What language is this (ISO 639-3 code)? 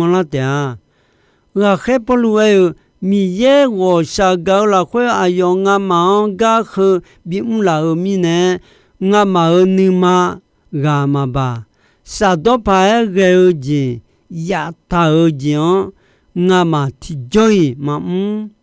ahk